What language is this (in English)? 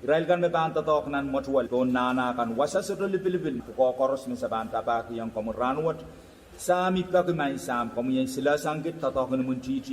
Pohnpeian